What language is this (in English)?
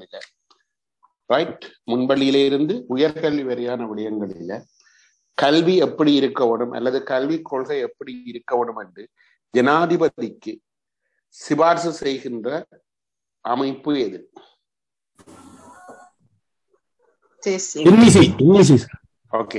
Tamil